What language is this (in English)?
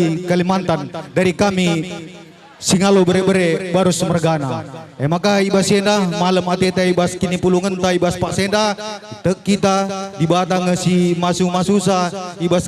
Batak Karo